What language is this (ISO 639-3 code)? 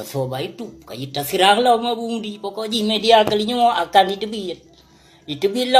ace